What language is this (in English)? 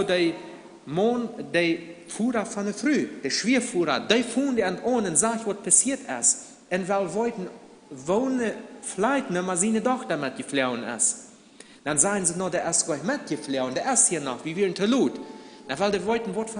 Plautdietsch